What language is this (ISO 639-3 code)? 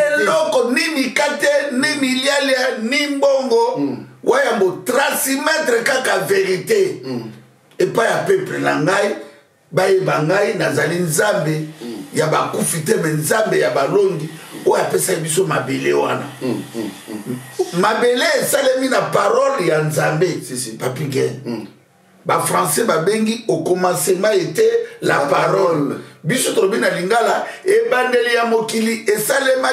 lin